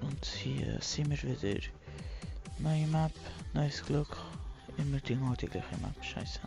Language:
Swiss German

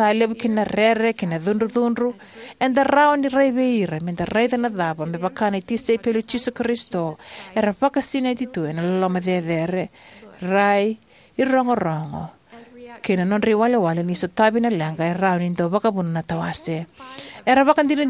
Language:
Fijian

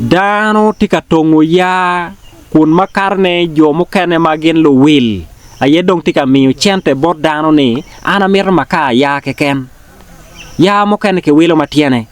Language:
Acoli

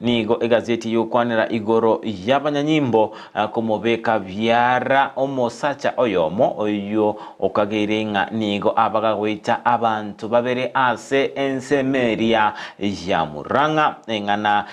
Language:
Gusii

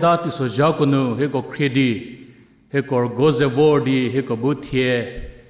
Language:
Angami Naga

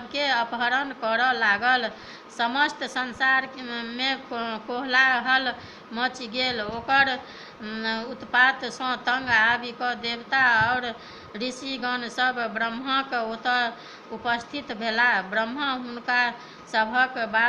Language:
Maithili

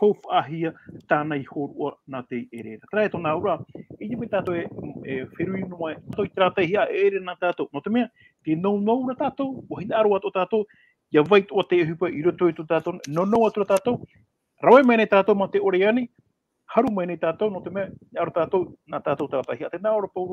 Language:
Tahitian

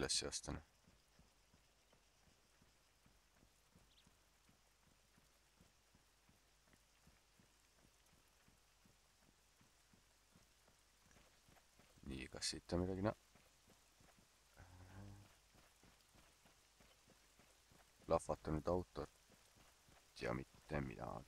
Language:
Estonian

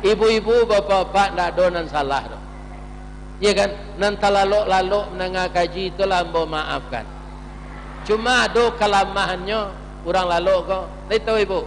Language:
Minangkabau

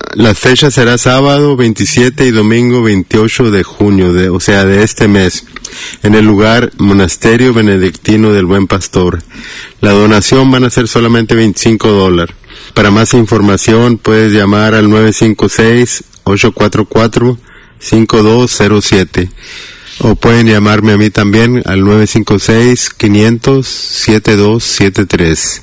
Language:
Spanish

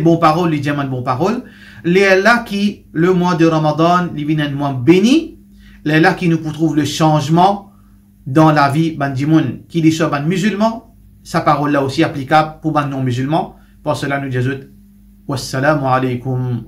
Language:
Morisyen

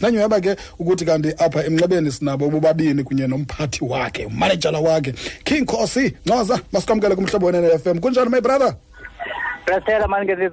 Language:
Xhosa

